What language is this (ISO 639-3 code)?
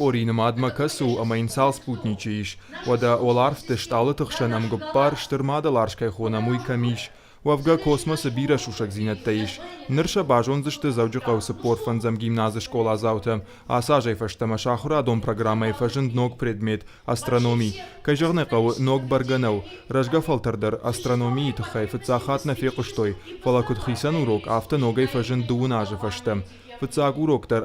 oss